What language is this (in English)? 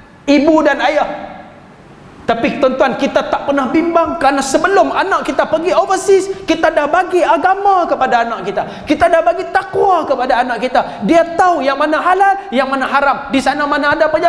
Malay